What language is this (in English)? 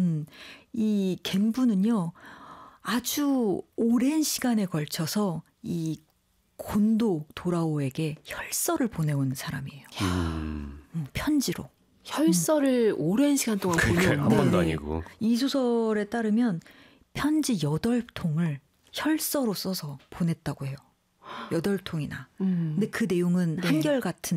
Korean